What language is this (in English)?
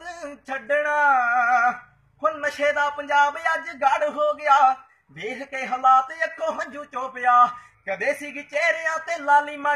Punjabi